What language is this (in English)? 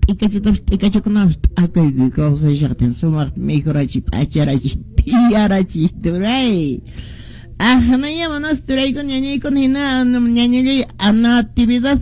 Quechua